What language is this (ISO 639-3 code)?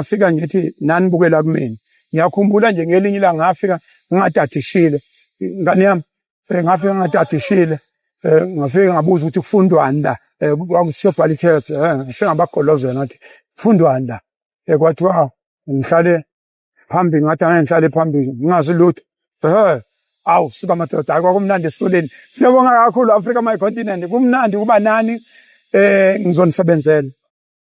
zul